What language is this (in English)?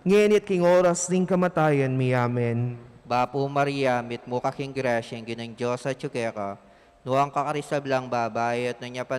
Pampanga